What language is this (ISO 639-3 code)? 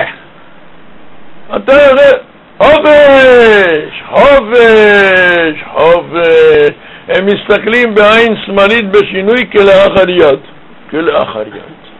heb